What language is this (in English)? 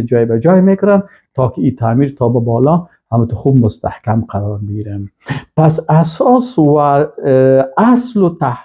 Persian